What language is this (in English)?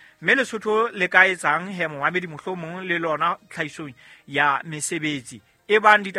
Southern Sotho